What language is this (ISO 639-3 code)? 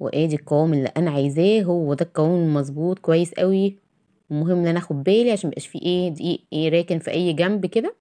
arz